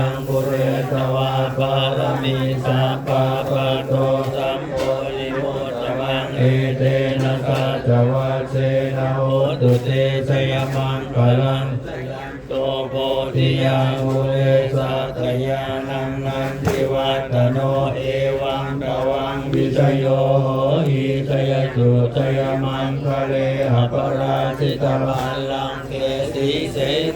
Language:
Pali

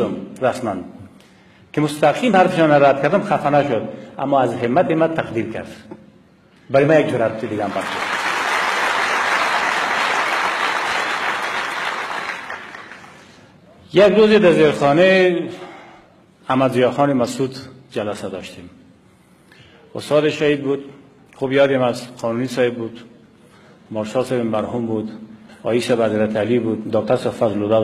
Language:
Persian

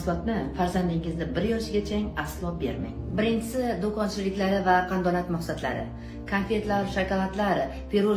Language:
Uzbek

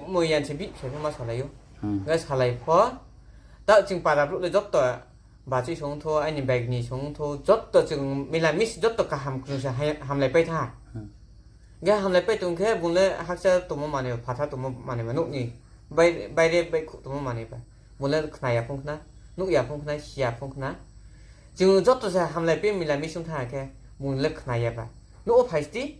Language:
Kok Borok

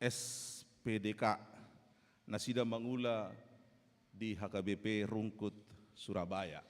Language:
Batak Toba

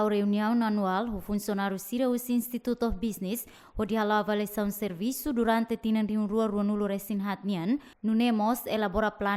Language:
Tetum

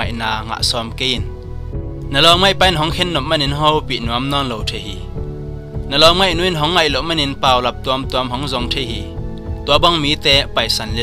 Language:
Tedim Chin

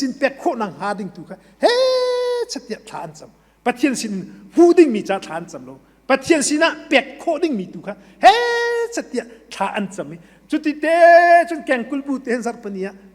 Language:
Hakha Chin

